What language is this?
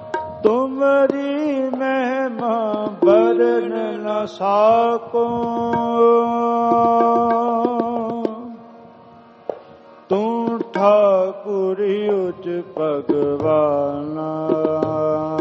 Punjabi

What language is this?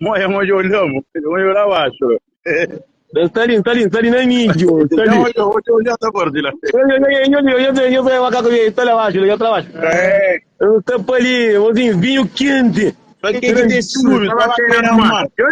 Kabuverdianu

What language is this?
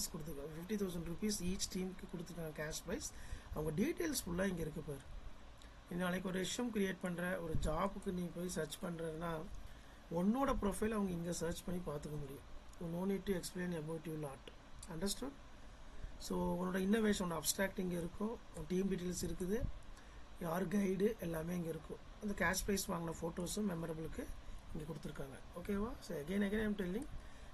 Tamil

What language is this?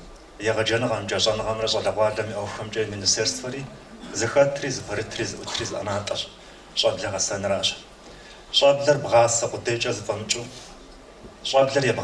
Kabardian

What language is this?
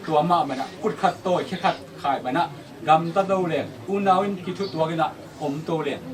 Tedim Chin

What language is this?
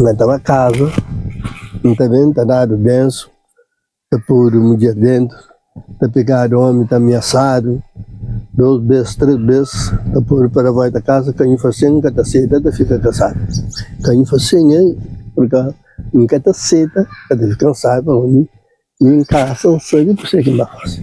Kabuverdianu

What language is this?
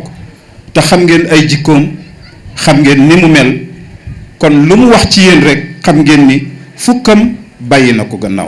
Wolof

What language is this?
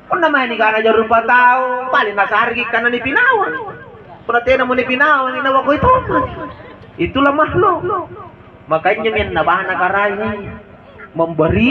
Makasar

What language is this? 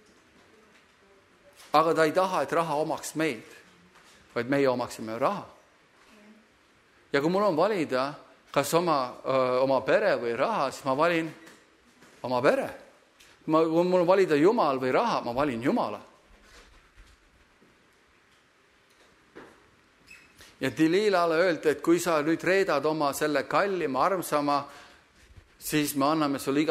Estonian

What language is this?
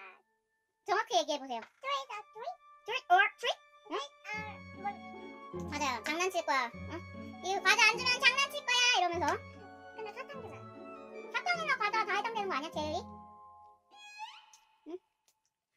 Korean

